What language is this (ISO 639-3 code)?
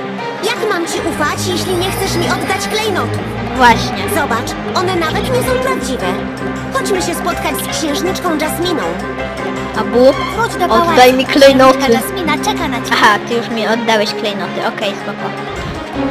pol